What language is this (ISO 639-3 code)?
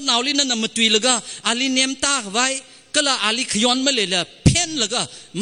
nmf